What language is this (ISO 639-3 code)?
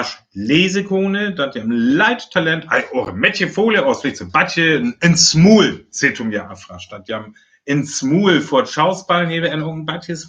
frr